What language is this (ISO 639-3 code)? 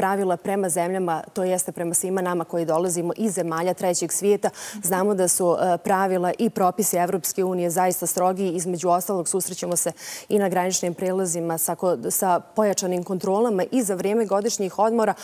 bos